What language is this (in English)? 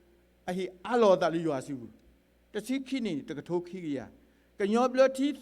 S'gaw Karen